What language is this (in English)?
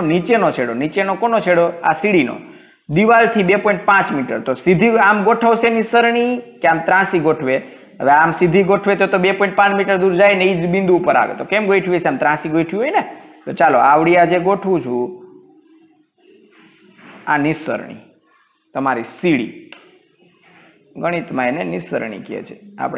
Gujarati